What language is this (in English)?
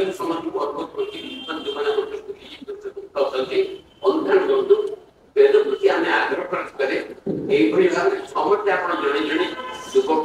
Odia